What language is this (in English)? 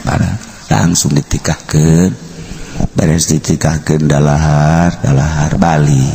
Sundanese